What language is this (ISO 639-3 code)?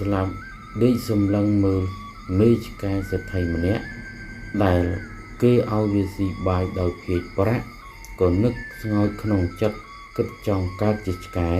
khm